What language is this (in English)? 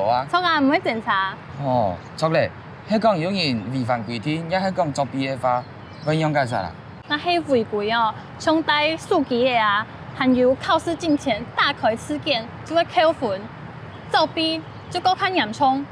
Hakka Chinese